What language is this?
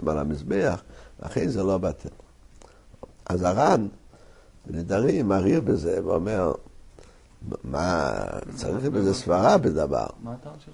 Hebrew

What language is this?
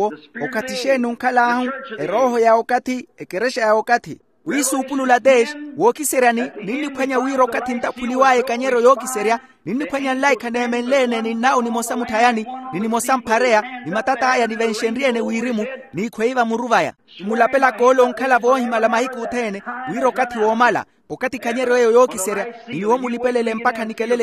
Makhuwa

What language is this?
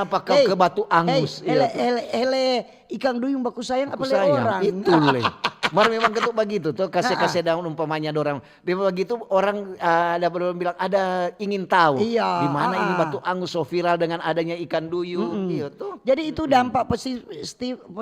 Manado Malay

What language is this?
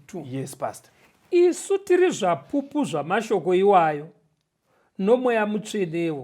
Shona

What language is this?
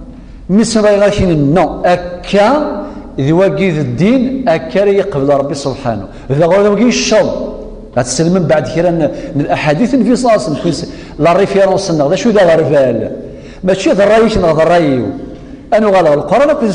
Kabyle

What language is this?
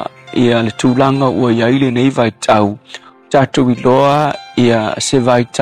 Samoan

